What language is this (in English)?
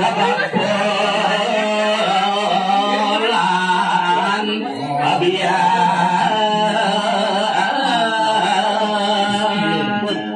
Balinese